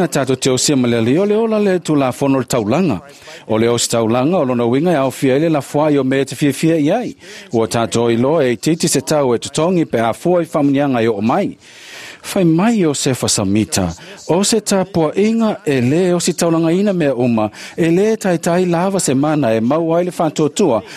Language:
Samoan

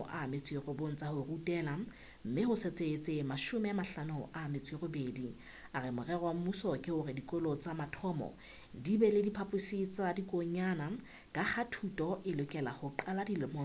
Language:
Southern Sotho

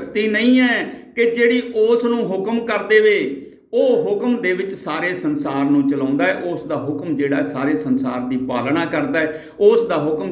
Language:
Punjabi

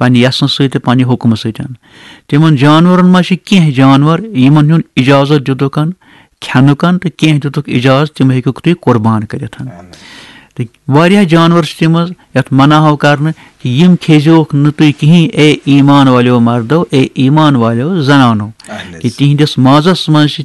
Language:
Kashmiri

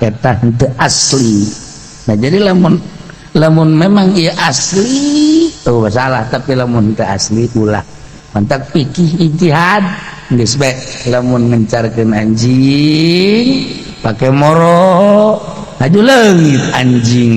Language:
Sundanese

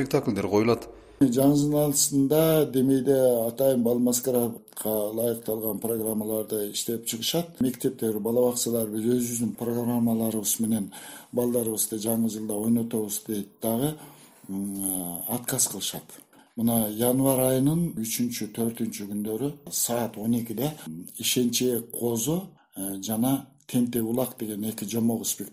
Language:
Kyrgyz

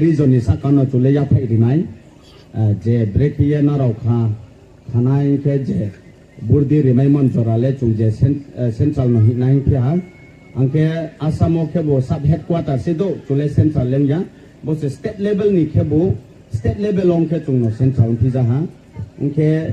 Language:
Riang (India)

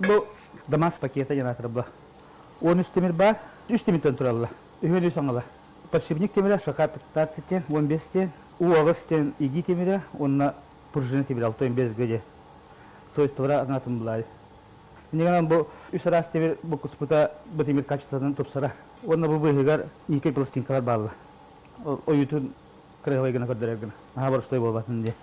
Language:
Yakut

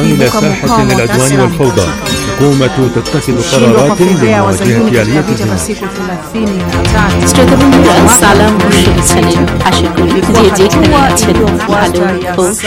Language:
Bangla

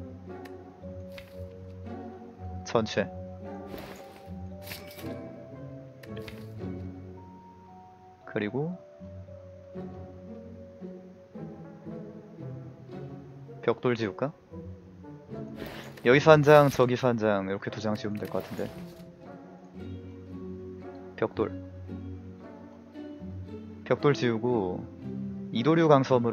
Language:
Korean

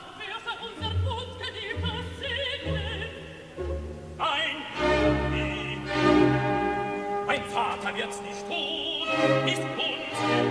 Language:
German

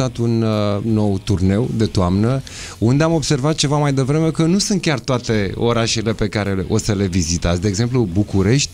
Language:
Romanian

